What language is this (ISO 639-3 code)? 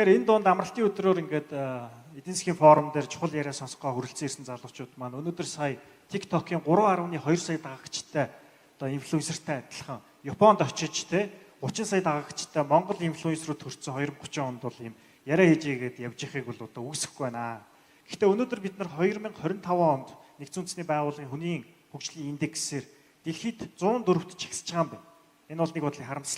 mon